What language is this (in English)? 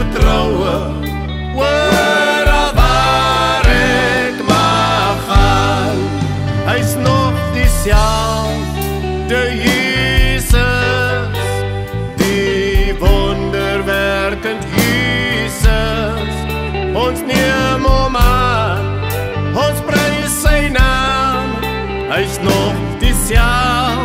Afrikaans